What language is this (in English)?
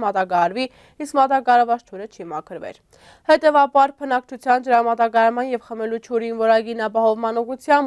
Armenian